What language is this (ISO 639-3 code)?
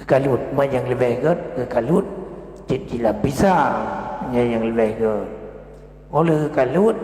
ace